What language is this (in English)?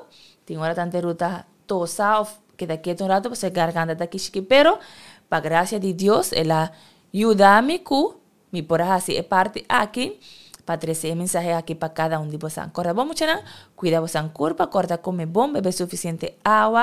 Papiamento